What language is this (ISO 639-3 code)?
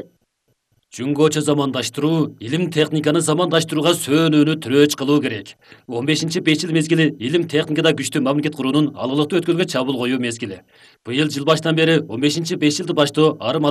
kir